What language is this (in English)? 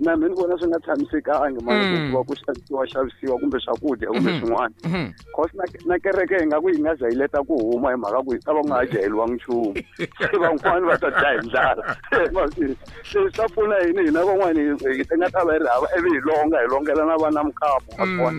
Tsonga